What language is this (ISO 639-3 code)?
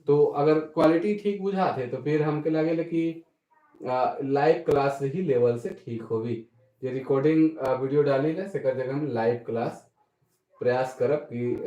sck